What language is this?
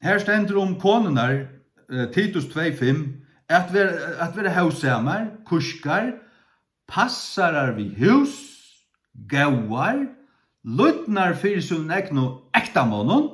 Faroese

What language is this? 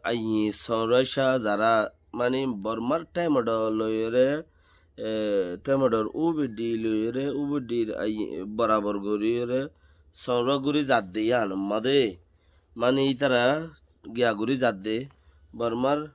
Rohingya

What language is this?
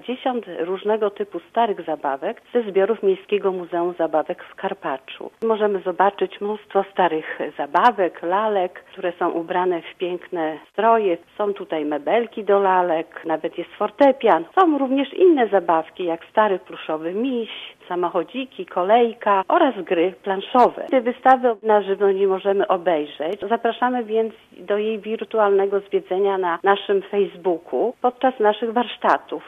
Polish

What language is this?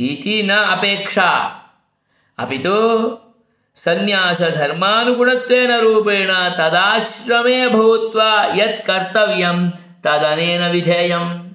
Sanskrit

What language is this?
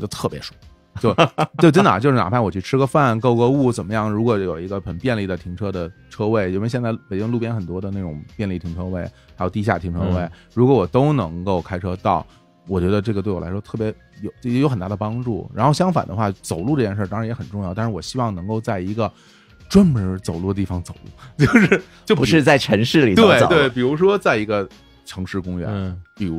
Chinese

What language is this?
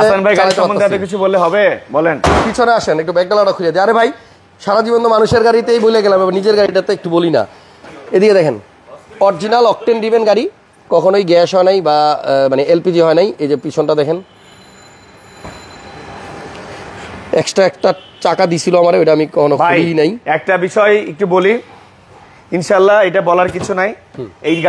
Bangla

